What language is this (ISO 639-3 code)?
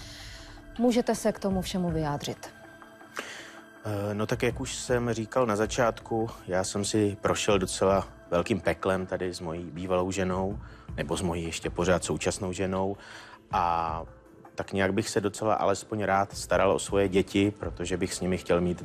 ces